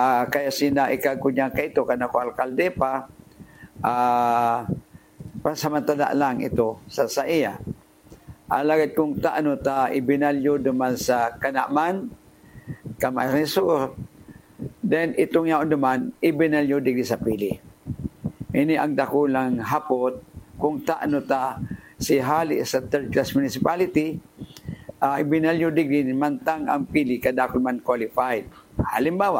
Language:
Bikol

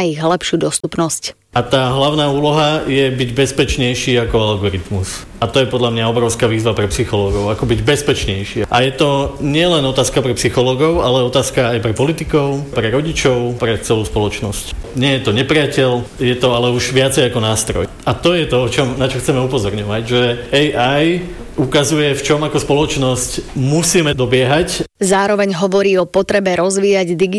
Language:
Slovak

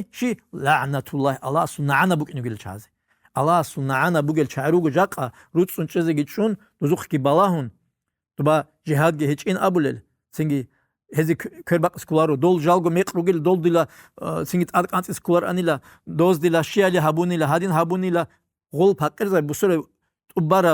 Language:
Avaric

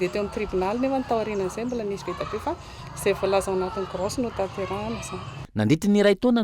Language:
Malagasy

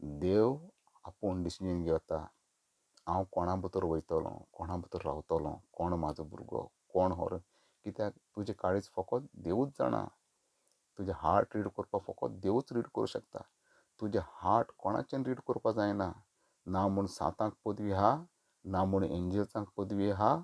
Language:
Konkani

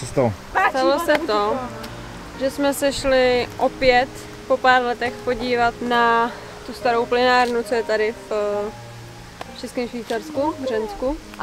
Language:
Czech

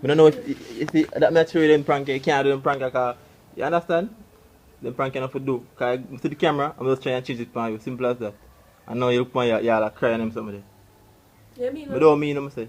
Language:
Jamaican Creole English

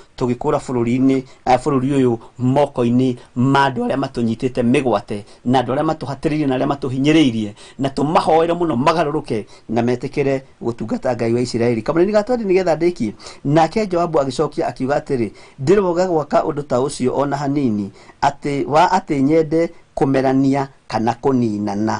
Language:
Kikuyu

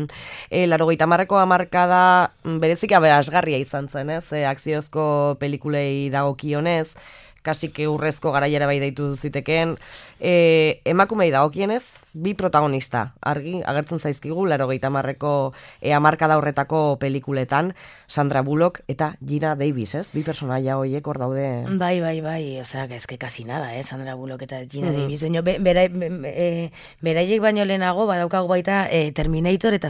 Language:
Basque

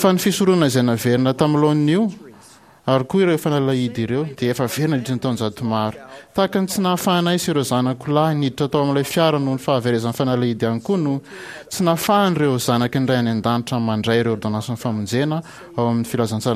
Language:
Malagasy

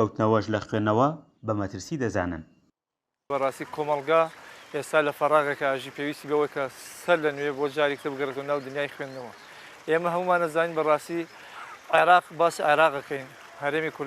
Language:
Central Kurdish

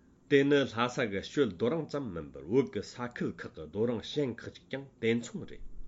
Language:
Tibetan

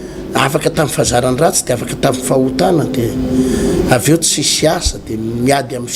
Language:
Malagasy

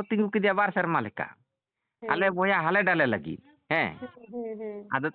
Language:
Santali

